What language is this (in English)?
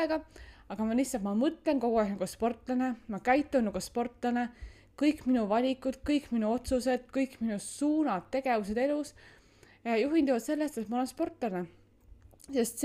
Estonian